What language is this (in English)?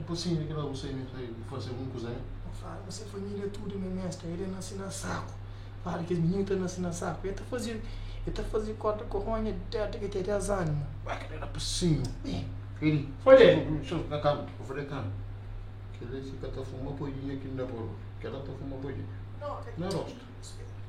Kabuverdianu